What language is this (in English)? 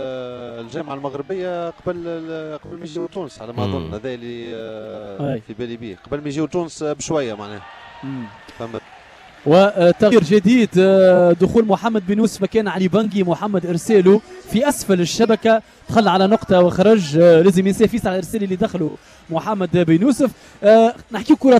Tunisian Arabic